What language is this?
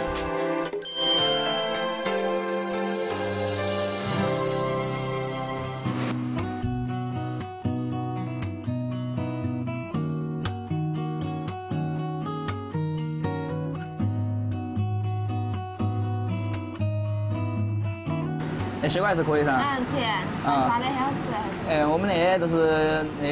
Chinese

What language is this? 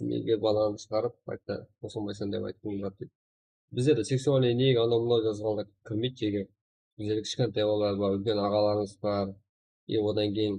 Kara-Kalpak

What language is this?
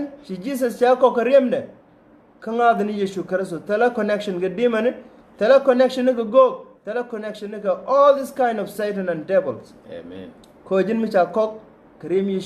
Nuer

